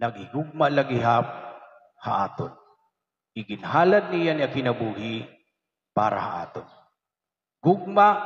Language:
Waray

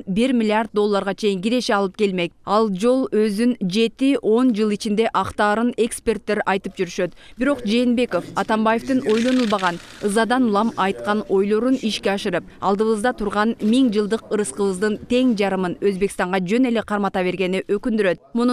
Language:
Kyrgyz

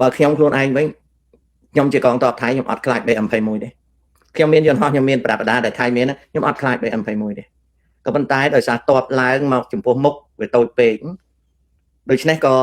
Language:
Khmer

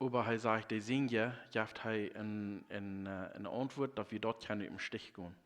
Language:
Plautdietsch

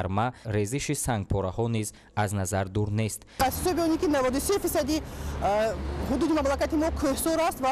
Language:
Tajik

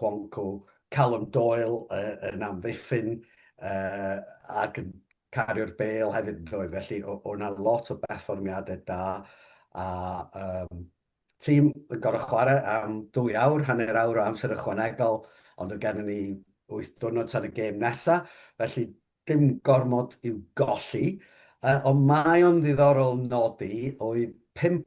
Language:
Welsh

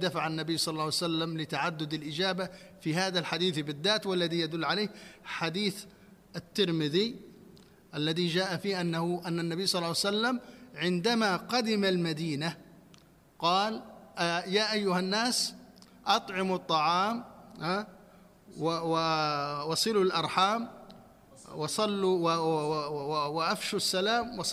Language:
Arabic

